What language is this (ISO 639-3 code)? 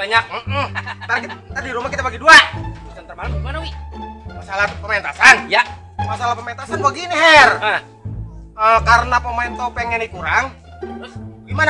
bew